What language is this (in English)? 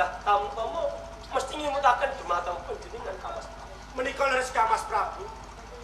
Javanese